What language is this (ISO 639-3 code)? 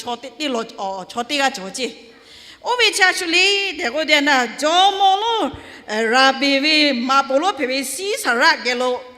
lhu